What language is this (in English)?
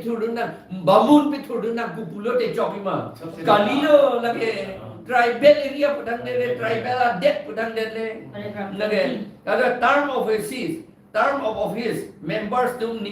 Karbi